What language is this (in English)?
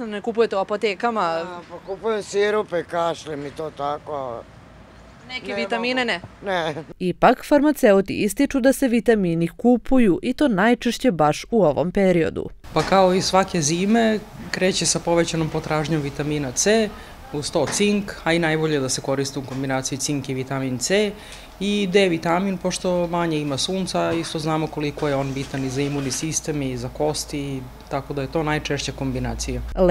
Serbian